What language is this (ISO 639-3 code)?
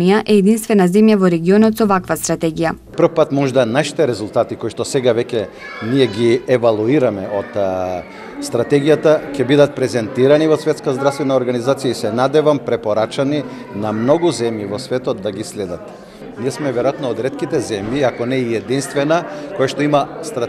mkd